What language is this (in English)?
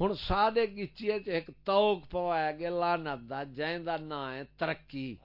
Saraiki